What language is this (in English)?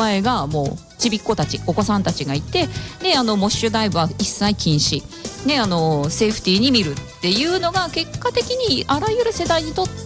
Japanese